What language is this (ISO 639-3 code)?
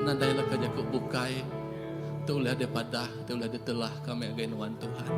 iba